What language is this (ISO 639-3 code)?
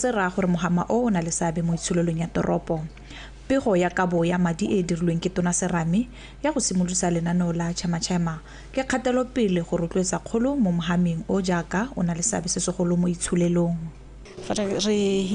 tsn